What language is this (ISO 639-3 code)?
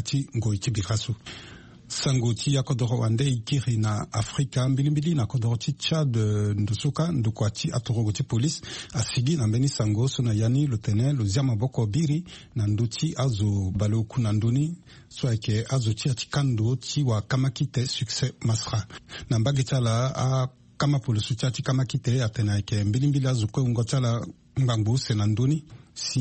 sag